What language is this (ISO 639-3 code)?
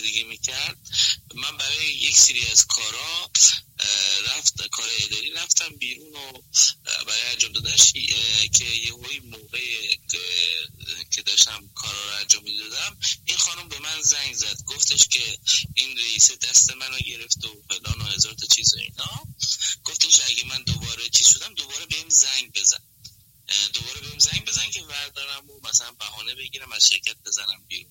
fas